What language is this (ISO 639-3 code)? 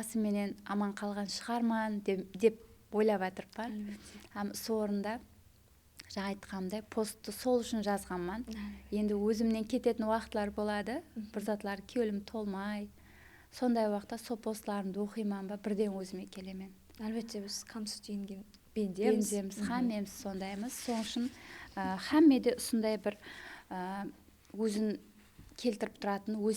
kaa